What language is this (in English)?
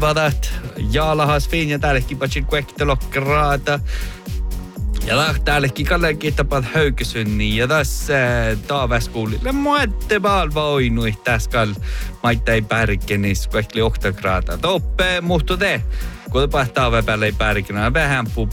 Northern Sami